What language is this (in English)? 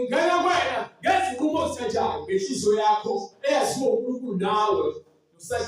Zulu